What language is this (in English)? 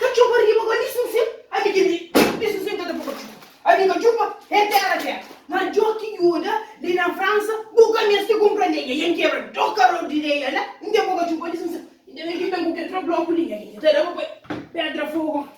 Kabuverdianu